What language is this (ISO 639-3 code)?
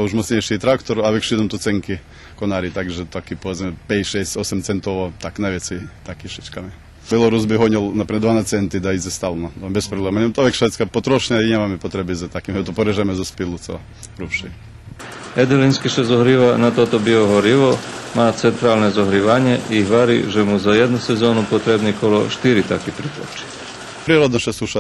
rue